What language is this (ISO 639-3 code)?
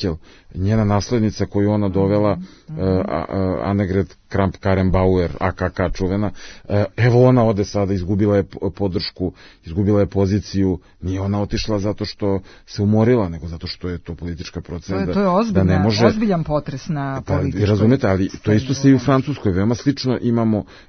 srp